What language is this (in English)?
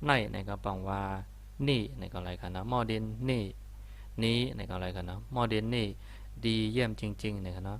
Shan